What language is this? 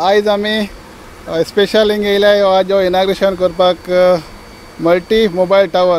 Konkani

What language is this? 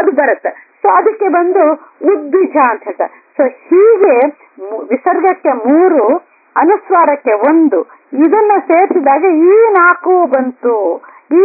Kannada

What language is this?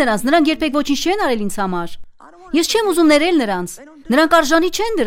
Armenian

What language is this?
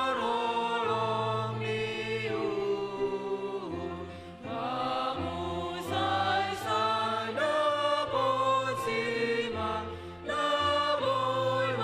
Batak Simalungun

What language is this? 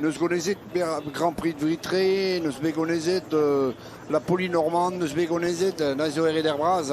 Breton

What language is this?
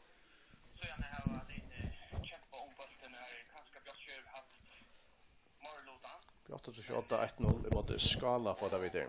Faroese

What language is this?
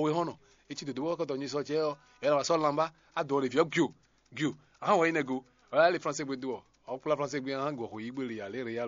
Fon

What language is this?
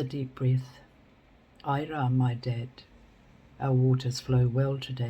Māori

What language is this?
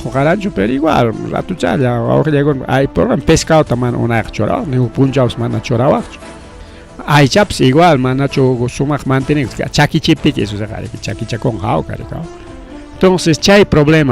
Ayacucho Quechua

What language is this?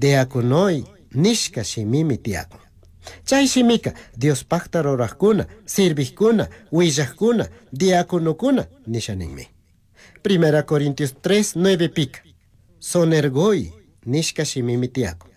Chimborazo Highland Quichua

